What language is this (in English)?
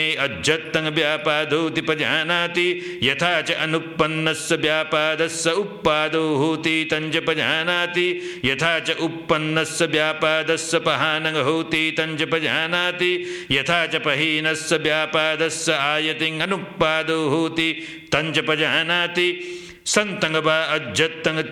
Pali